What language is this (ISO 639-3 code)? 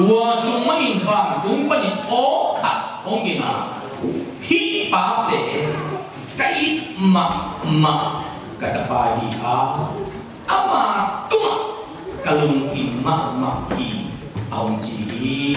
ctd